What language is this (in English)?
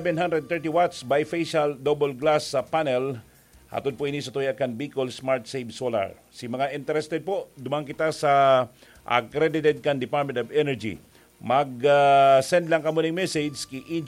Bikol